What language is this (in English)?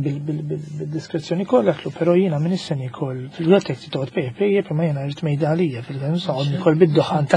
Maltese